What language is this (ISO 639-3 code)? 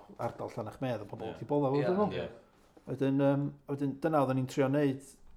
cym